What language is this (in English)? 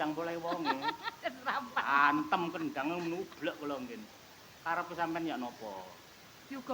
Javanese